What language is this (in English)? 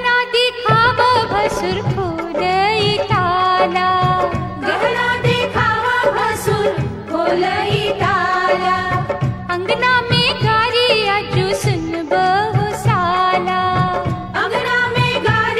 Bhojpuri